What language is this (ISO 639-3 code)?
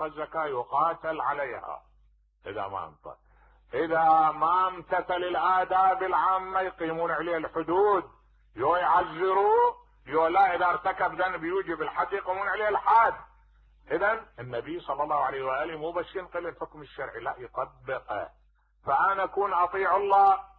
acm